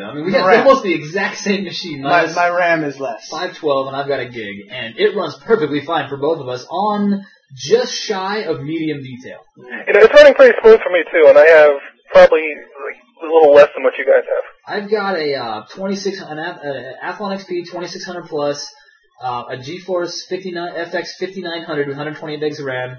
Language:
English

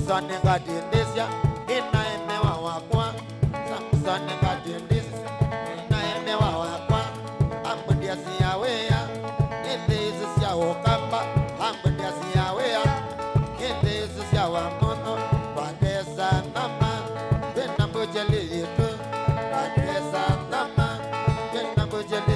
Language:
Kamba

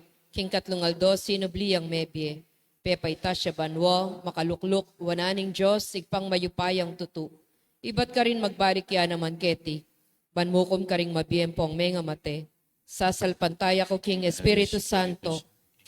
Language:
Pampanga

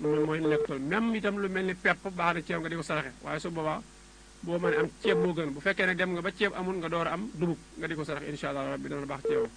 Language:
Wolof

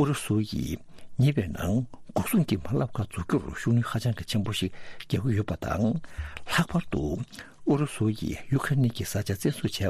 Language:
Tibetan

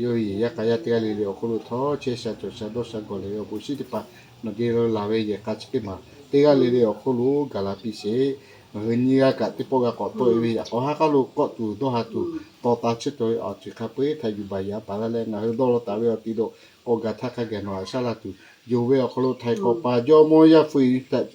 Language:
Lahu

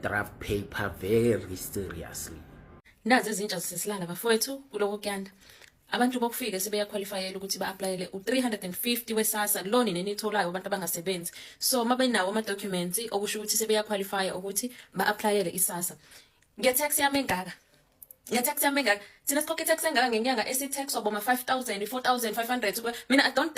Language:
Zulu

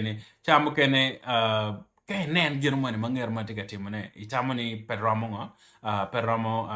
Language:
Acoli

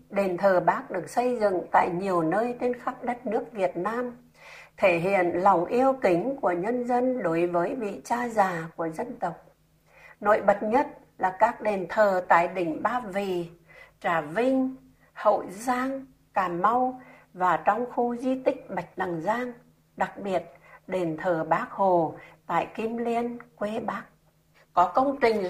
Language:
Vietnamese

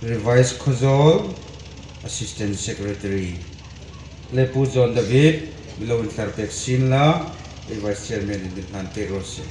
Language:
Hmar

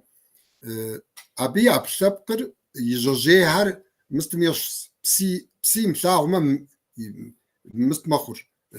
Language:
Kabardian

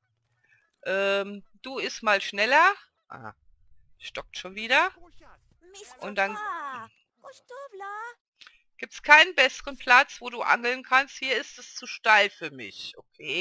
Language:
German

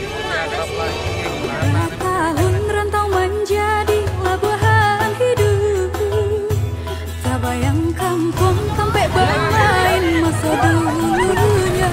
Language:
Minangkabau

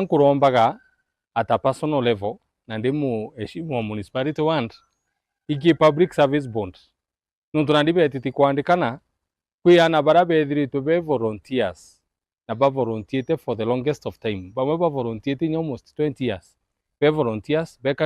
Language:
Meru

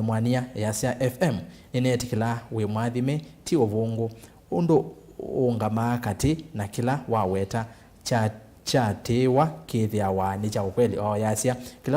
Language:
Kamba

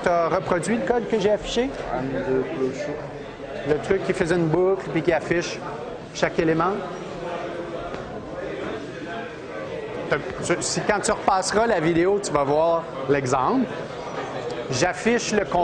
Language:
French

